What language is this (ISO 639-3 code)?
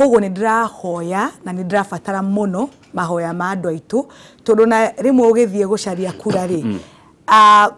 kik